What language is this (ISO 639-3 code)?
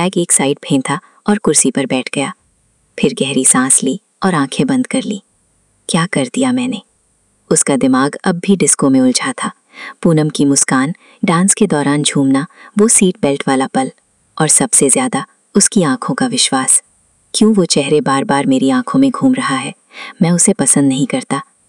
hin